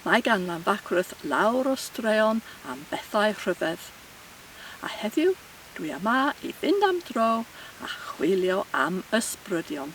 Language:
Welsh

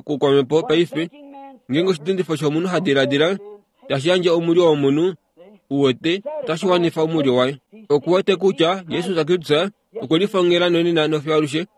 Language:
Kuanyama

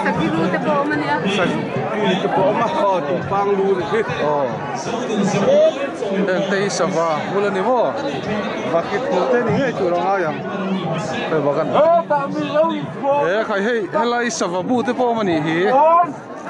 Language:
Vietnamese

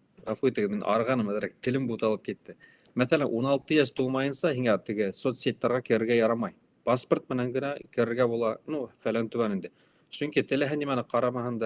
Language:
Bashkir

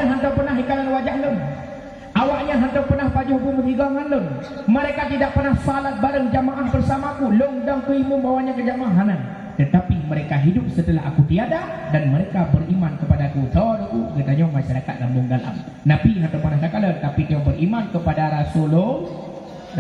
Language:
Achinese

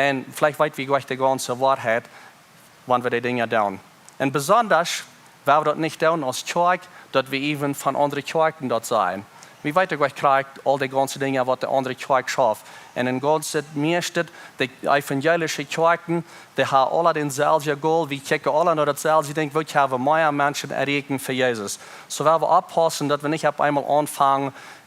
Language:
Plautdietsch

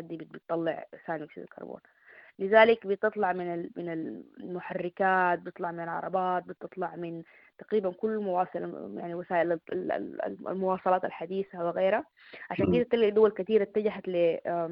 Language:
Sudanese Arabic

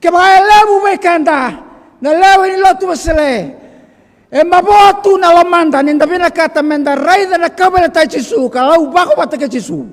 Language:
Fijian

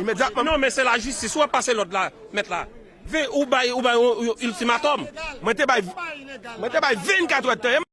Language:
Haitian Creole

